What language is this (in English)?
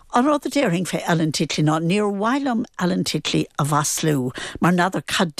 Irish